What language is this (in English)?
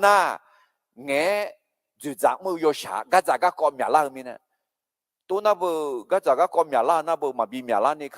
Akha